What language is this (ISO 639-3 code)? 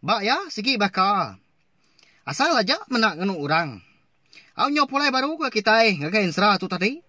iba